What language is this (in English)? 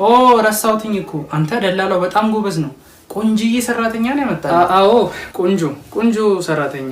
Amharic